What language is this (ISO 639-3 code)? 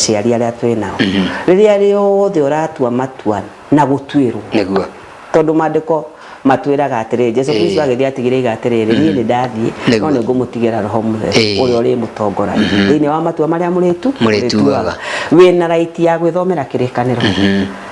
kik